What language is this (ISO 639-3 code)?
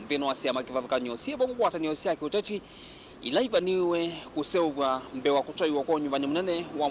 kam